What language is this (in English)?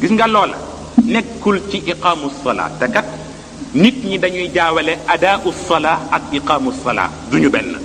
Wolof